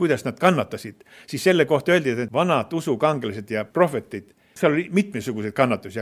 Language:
Estonian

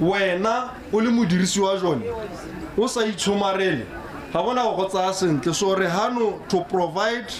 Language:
Tswana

